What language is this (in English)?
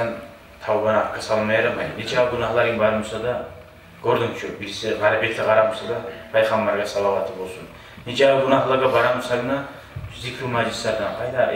Kumyk